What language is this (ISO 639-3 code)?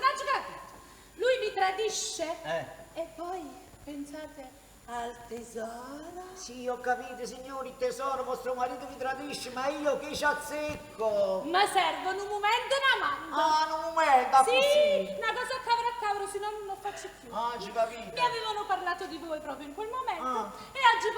nap